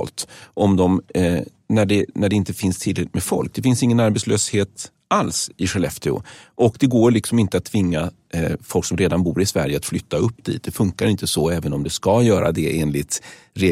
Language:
Swedish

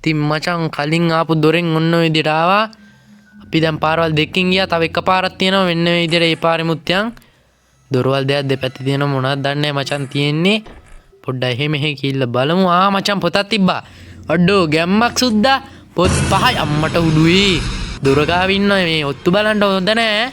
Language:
Sinhala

